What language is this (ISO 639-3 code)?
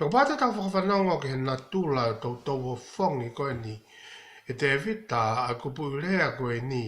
ton